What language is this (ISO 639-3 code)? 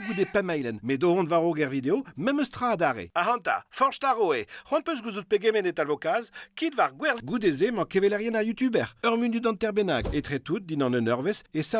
bre